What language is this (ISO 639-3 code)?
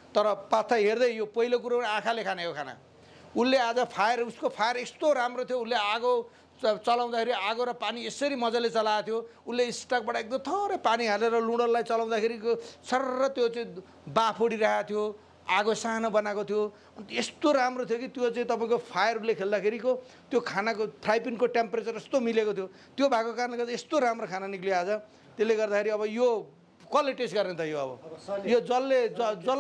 nep